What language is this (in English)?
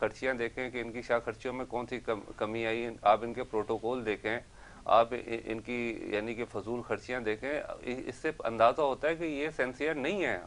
Urdu